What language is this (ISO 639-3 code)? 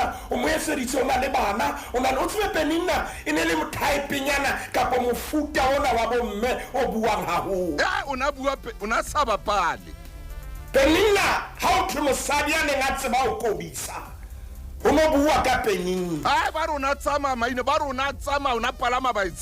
sot